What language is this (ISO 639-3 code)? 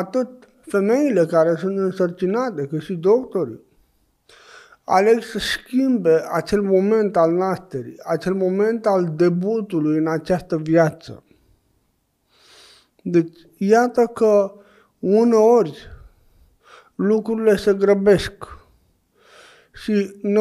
ron